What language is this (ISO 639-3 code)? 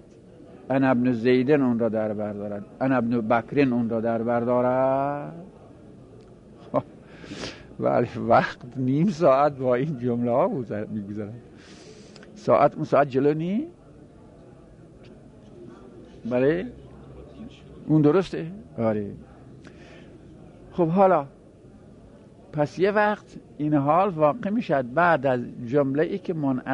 fas